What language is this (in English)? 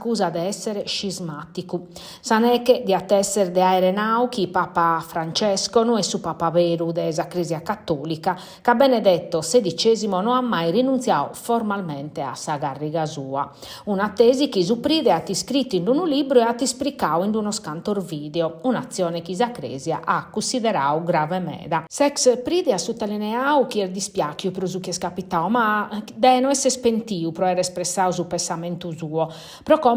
Sardinian